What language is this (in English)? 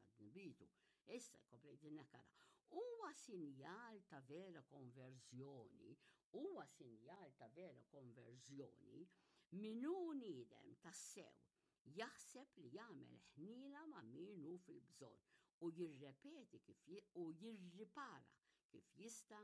Maltese